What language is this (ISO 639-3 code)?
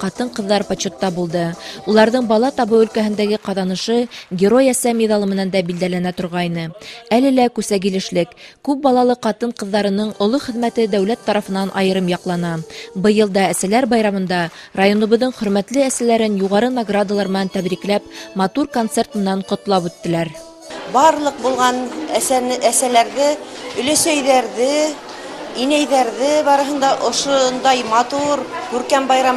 bak